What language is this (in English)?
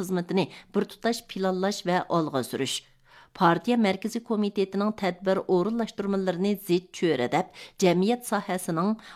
Uyghur